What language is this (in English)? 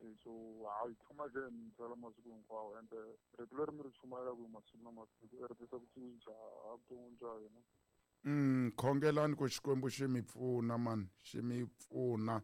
Tsonga